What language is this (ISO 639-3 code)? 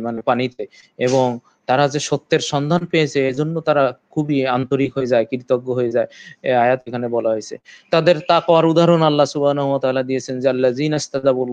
ben